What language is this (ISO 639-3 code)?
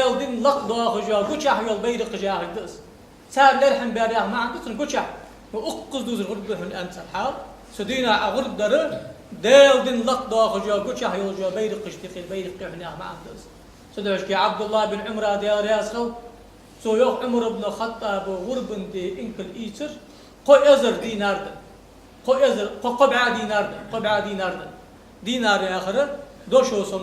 inh